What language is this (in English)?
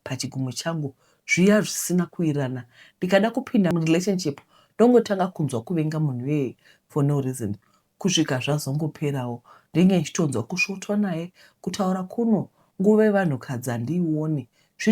Shona